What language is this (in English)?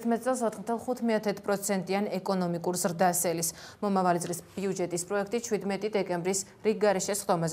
Georgian